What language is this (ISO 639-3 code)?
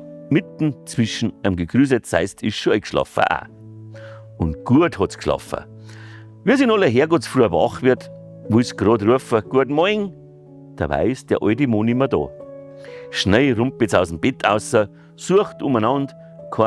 bar